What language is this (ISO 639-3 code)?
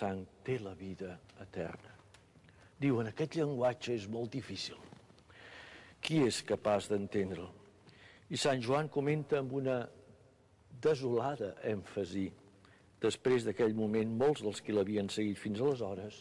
cat